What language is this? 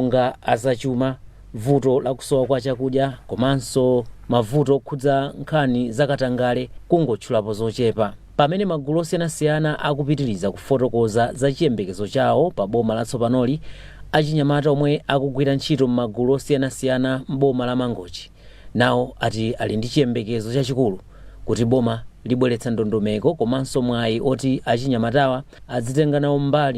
Nyanja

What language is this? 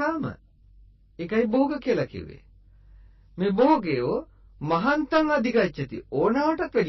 Sinhala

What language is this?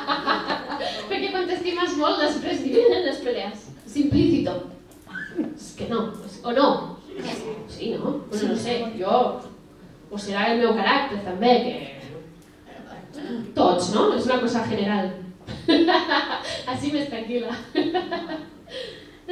Catalan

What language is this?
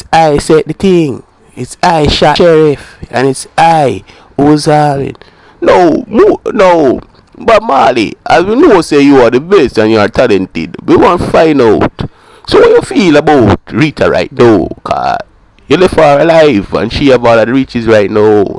Jamaican Creole English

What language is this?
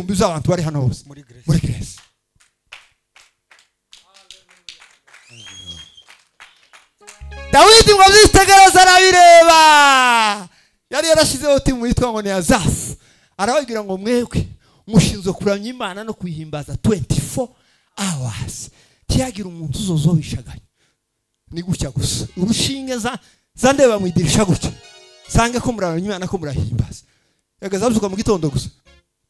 Kinyarwanda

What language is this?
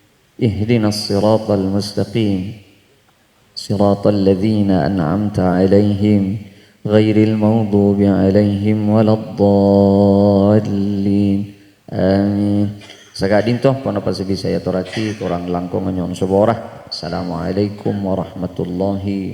Madurese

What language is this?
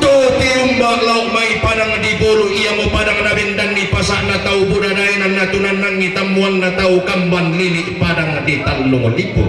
Toraja-Sa'dan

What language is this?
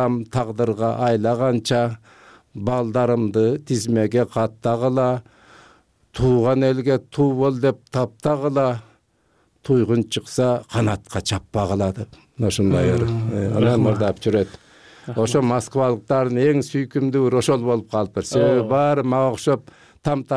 Kyrgyz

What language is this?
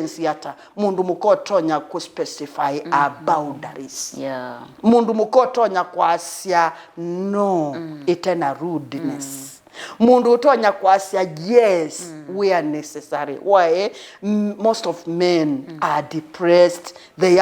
Kamba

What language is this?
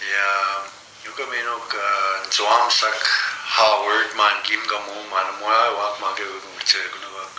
Plains Cree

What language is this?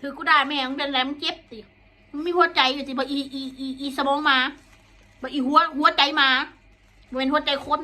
Northeastern Thai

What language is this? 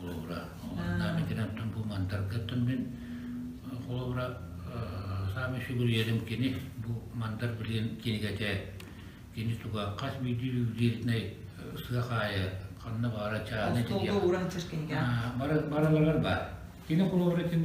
Yakut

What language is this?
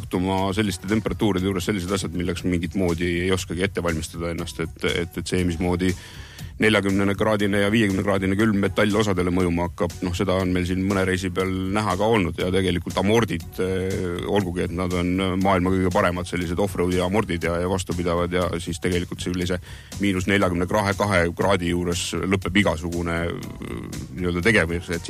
Estonian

